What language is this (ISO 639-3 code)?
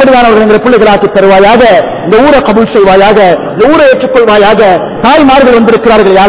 tam